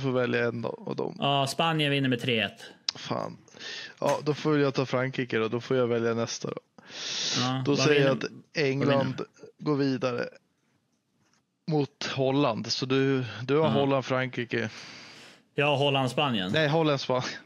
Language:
Swedish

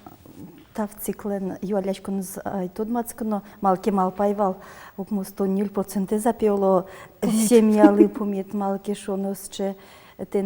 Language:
Udmurt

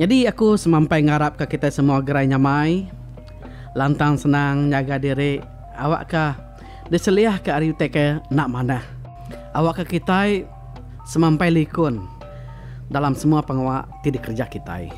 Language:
Iban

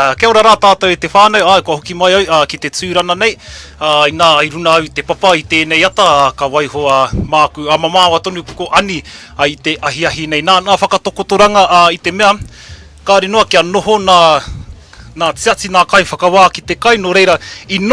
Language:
Māori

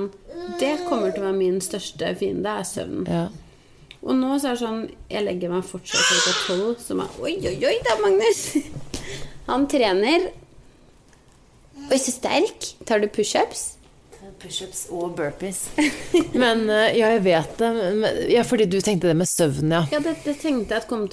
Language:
Norwegian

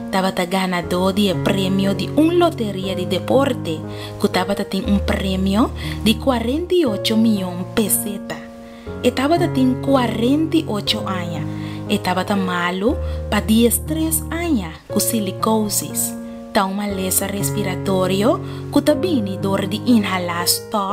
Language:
Papiamento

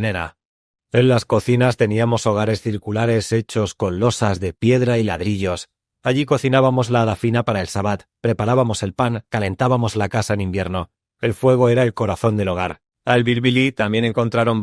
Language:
Ladino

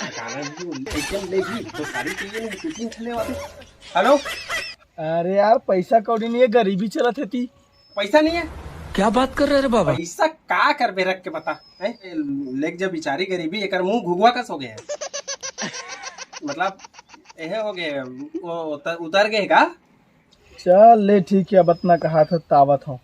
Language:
Chhattisgarhi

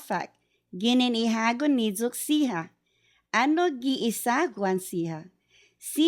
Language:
Chamorro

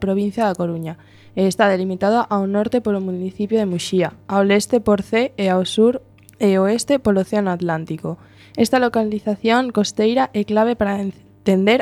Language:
Galician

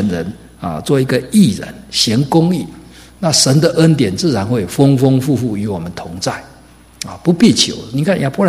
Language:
Chinese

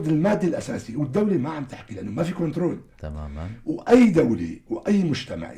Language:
North Levantine Arabic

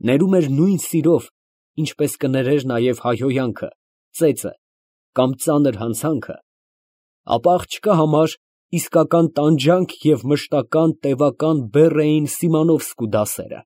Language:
Armenian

